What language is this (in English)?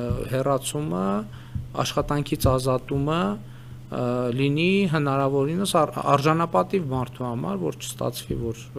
Armenian